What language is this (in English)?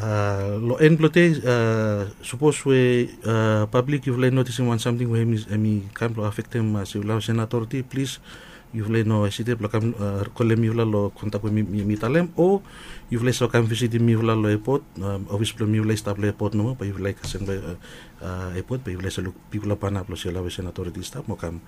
Bislama